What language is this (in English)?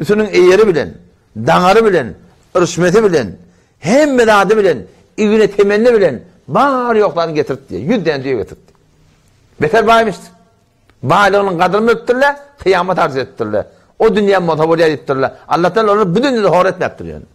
Turkmen